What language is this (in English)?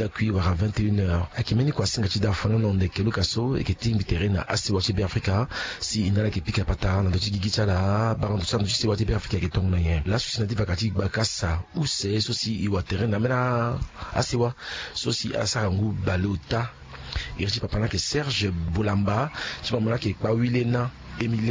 Sango